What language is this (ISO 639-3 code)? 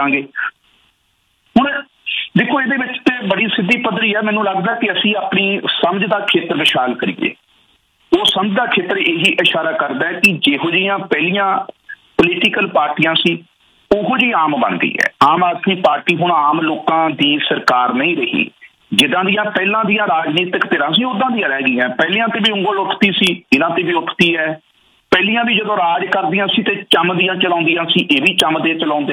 pan